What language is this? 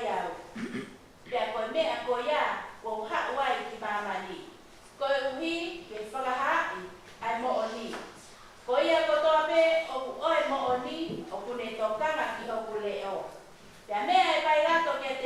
Tongan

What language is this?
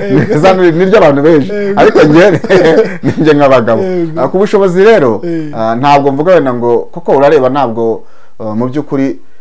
Kinyarwanda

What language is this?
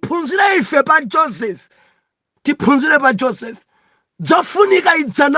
Nyanja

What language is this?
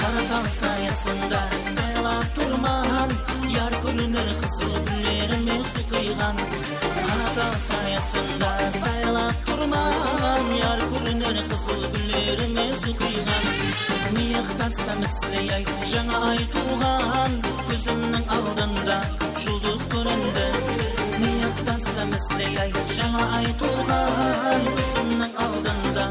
Kara-Kalpak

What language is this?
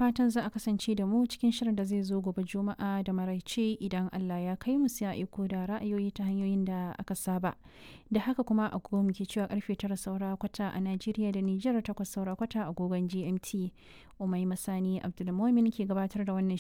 Hausa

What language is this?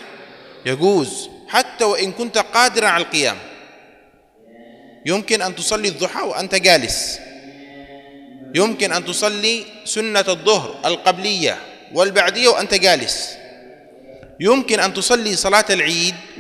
Arabic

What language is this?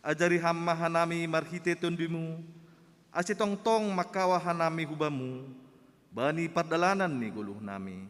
Batak Simalungun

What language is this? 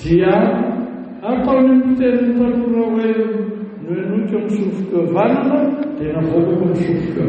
Malagasy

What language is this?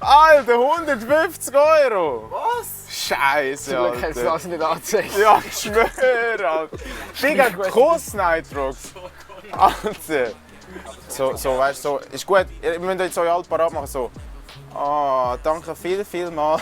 Swiss German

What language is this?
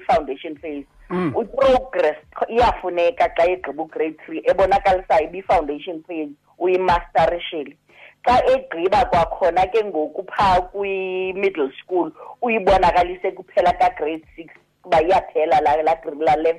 Xhosa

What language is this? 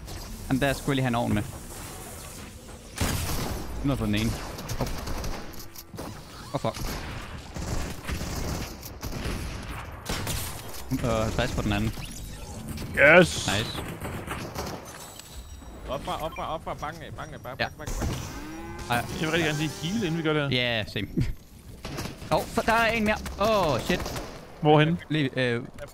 Danish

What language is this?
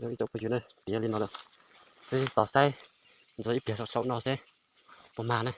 Hmong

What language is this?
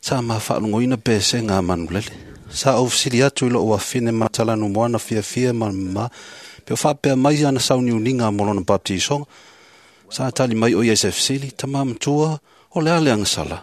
Samoan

